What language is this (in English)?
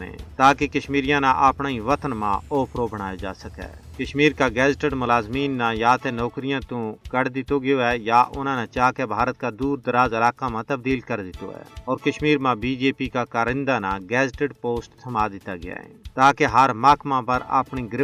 Gujari